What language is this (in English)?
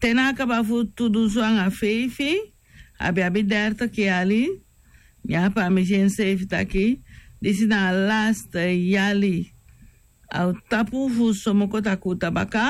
Sranan Tongo